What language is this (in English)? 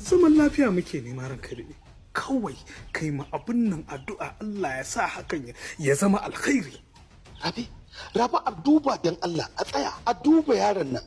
Hausa